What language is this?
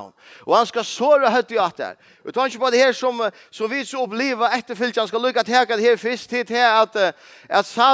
Faroese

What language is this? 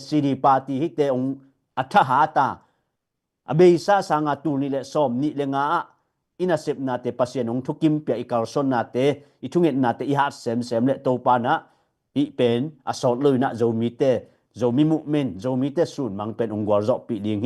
Tedim Chin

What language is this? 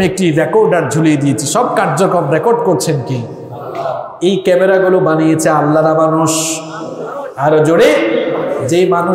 Bangla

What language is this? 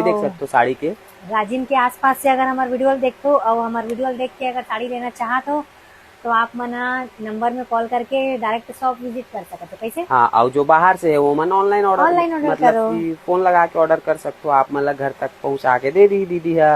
Chhattisgarhi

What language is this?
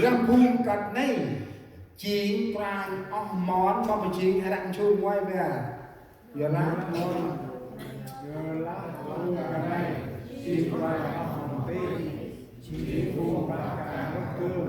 Central Mnong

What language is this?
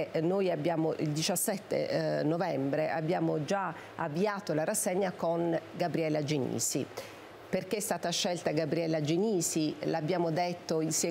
Italian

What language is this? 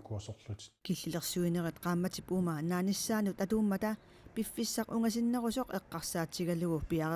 Kalaallisut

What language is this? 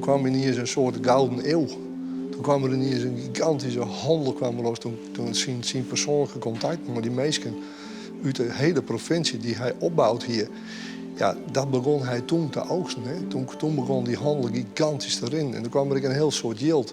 Western Frisian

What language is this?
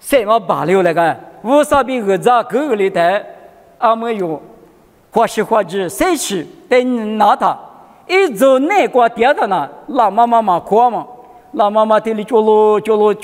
Lisu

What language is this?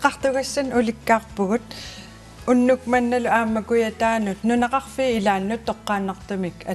Kalaallisut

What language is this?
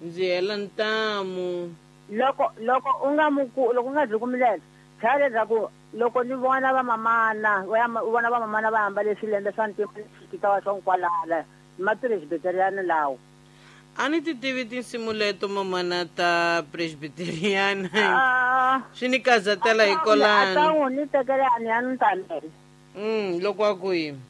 Tsonga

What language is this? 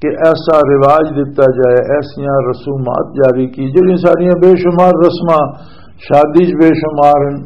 Western Panjabi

